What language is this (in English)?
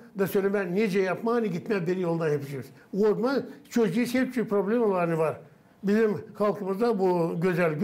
Gagauz